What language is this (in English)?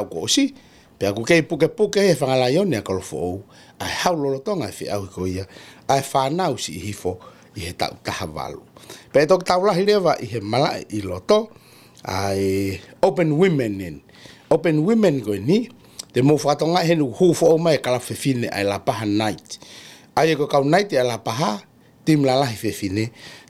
Tongan